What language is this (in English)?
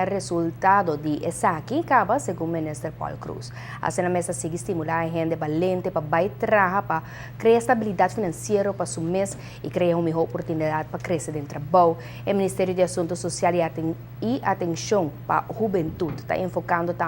Papiamento